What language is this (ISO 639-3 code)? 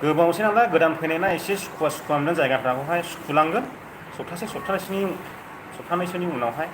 brx